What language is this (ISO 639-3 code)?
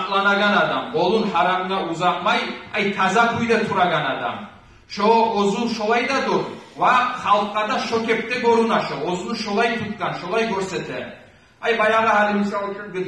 kum